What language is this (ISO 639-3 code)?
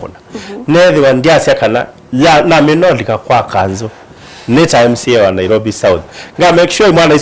kam